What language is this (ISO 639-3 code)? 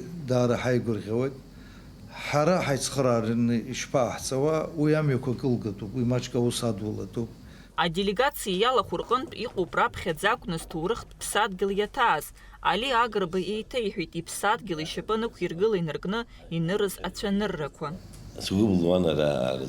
abk